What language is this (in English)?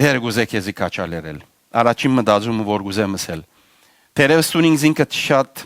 Western Armenian